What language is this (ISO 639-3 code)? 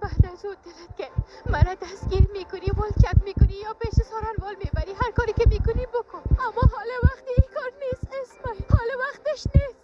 tgk